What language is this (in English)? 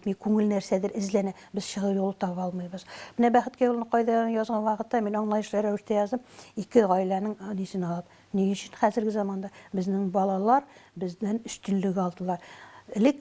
Tatar